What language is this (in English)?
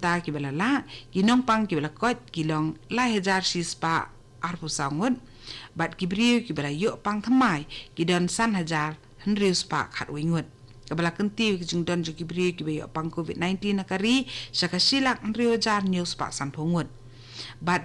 Khasi